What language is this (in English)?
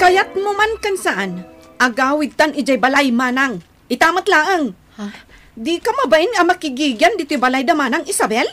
Iloko